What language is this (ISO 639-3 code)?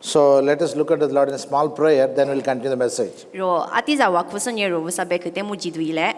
lis